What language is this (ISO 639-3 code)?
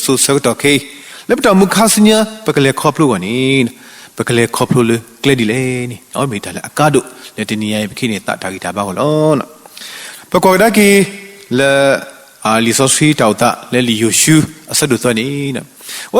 ksw